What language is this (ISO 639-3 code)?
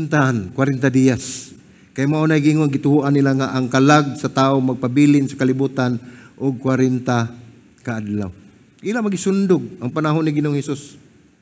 ceb